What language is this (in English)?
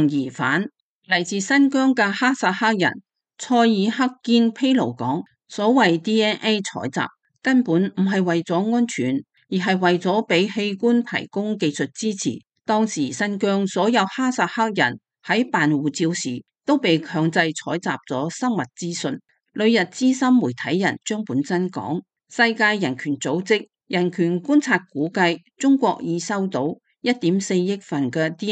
Cantonese